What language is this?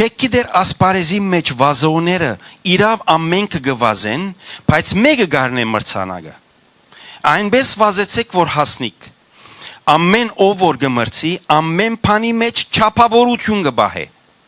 Western Armenian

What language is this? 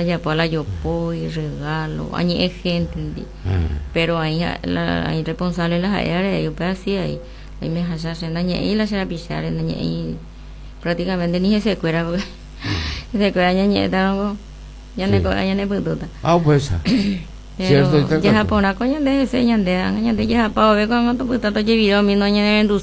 Guarani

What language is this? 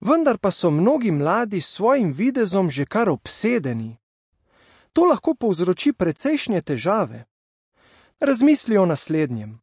Slovenian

